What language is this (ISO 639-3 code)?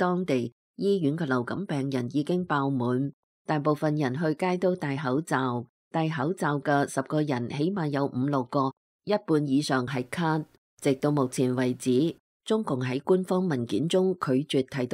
yue